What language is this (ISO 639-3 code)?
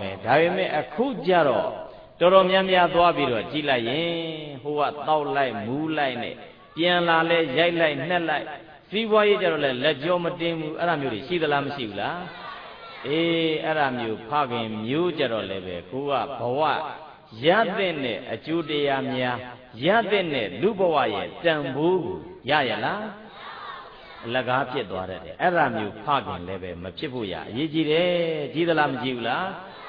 mya